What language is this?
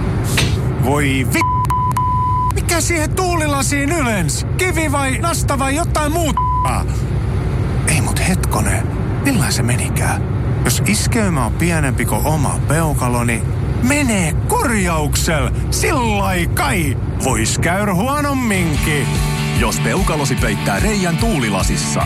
Finnish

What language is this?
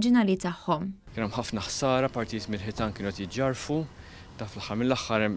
Maltese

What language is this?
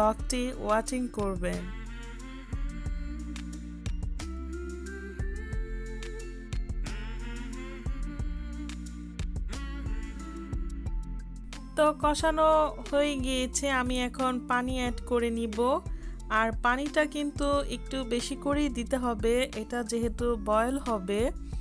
Bangla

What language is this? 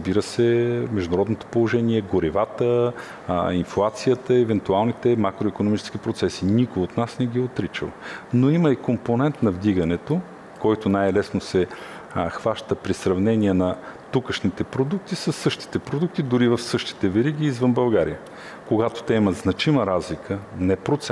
Bulgarian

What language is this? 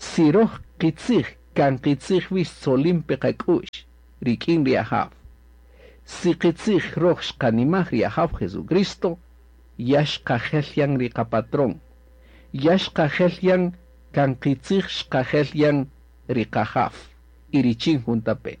Kaqchikel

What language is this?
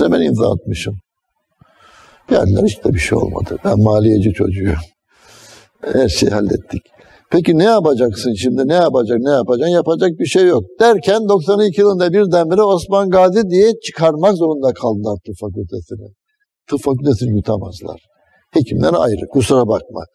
Turkish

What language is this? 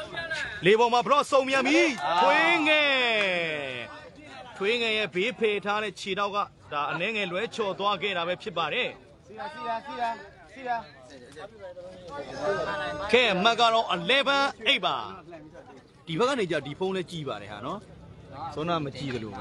Burmese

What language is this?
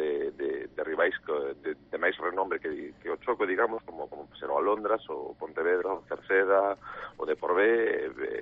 Galician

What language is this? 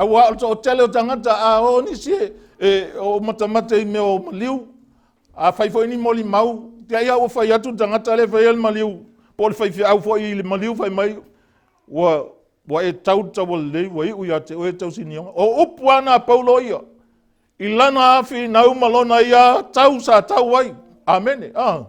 Samoan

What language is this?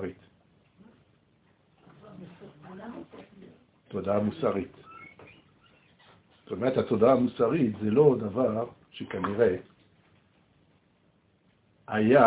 Hebrew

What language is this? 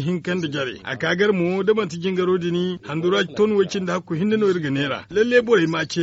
Zarma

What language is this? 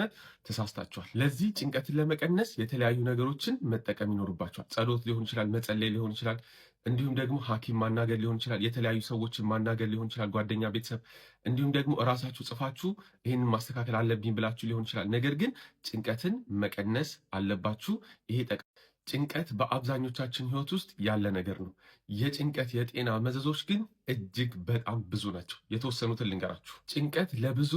Amharic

